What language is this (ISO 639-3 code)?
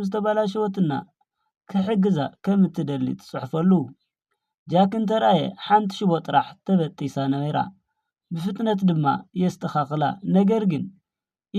tir